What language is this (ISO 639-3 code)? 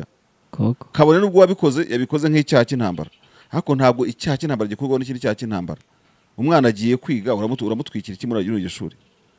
kin